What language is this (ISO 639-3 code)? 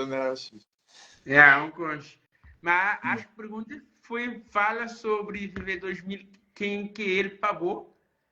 kea